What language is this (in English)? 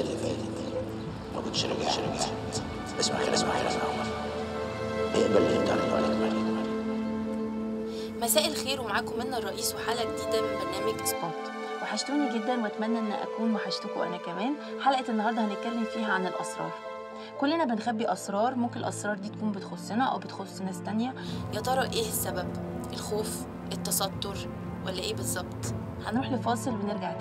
Egyptian Arabic